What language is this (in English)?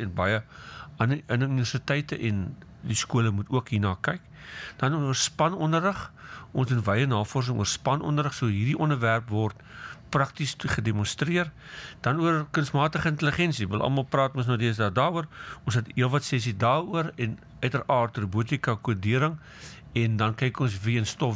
Afrikaans